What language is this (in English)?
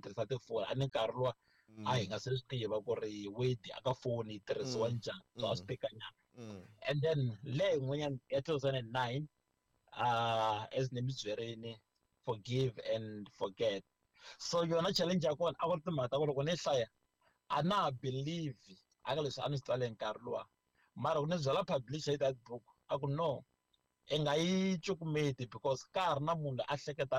Tsonga